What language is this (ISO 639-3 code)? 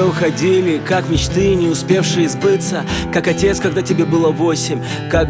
rus